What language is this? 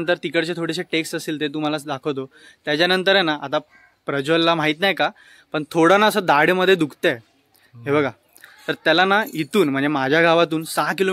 Marathi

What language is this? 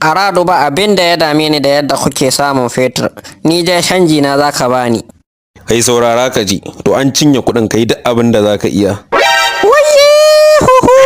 Hausa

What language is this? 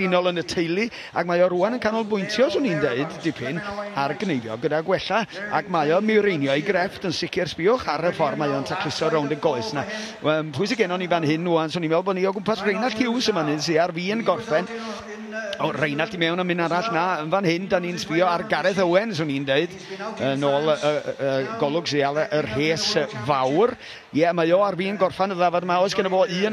Welsh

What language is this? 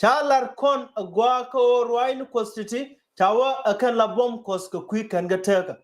Nuer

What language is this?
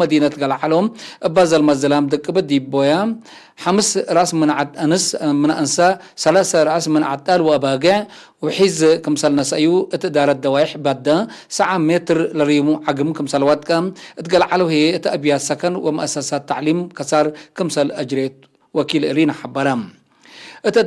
Tigre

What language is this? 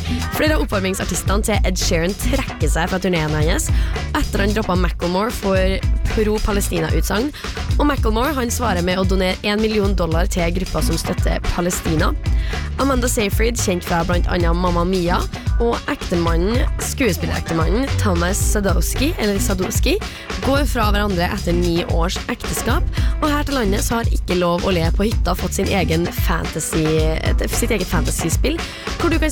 Norwegian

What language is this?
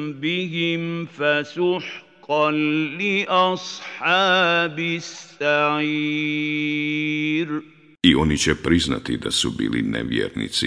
Bosnian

